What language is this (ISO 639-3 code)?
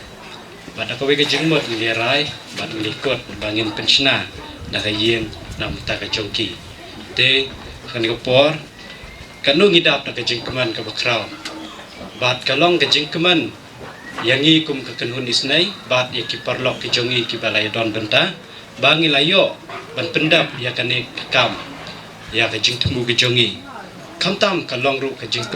kha